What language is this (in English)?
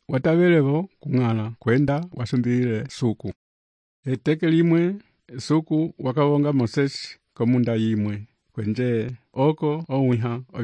Umbundu